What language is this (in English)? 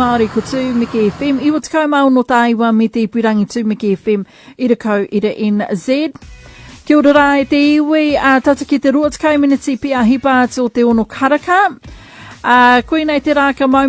Māori